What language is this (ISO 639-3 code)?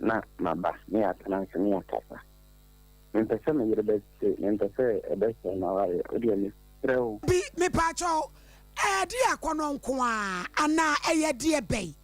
aka